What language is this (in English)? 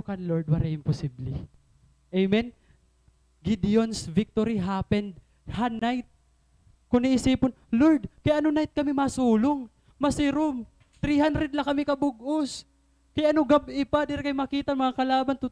Waray